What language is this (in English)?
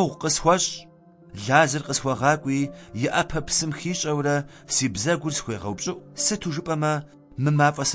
Kabardian